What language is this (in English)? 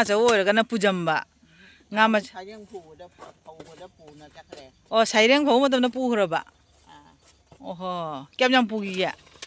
Manipuri